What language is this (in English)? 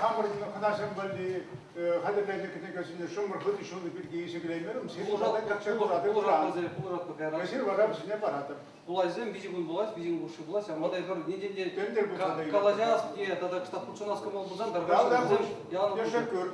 Chuvash